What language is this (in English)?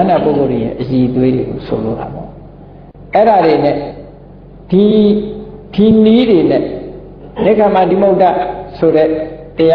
Burmese